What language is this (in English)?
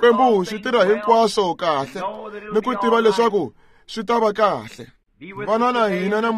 Tsonga